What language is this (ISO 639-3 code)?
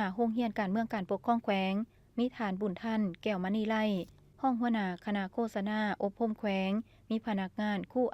lao